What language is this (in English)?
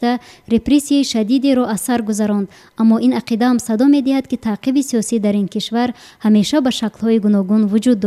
Tajik